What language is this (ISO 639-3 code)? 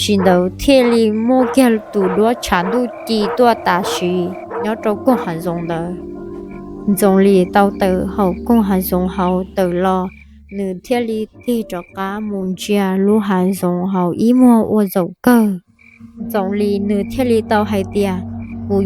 hmn